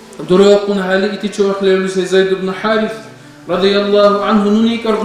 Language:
Dargwa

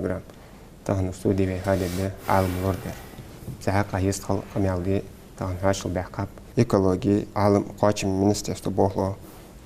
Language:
Ingush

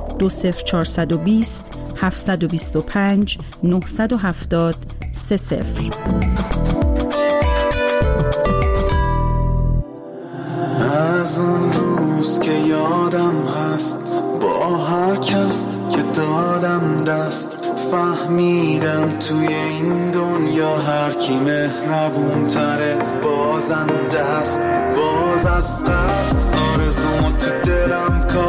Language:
Persian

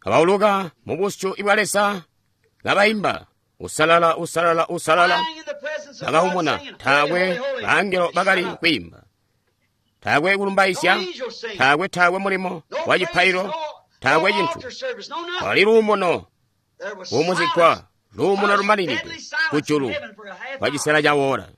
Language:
Tonga (Zambia)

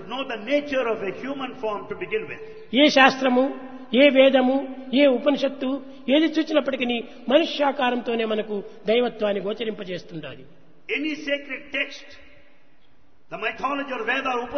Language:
Telugu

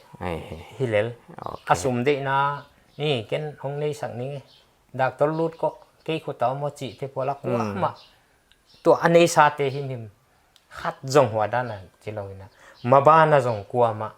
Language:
Paite Chin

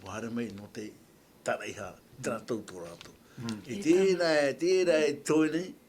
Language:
Tahitian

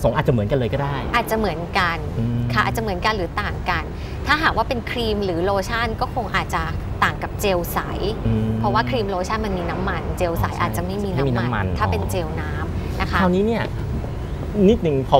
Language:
Thai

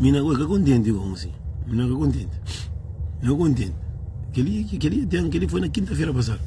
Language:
Kabuverdianu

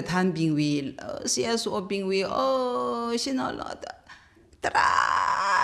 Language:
Tangkhul Naga (India)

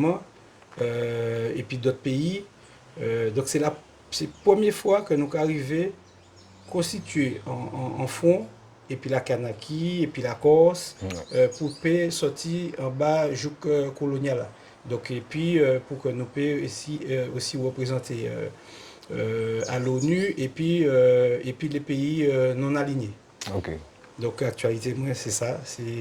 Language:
Guadeloupean Creole French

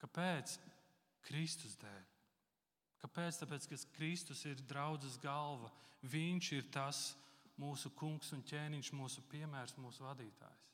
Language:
Latvian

